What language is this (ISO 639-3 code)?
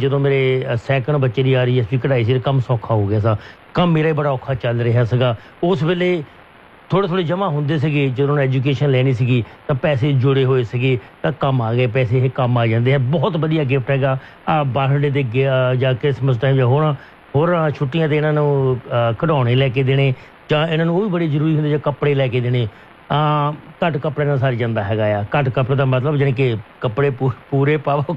pan